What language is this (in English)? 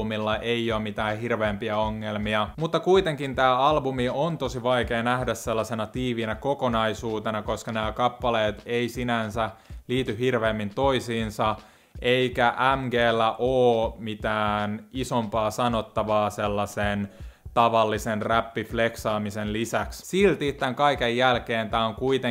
Finnish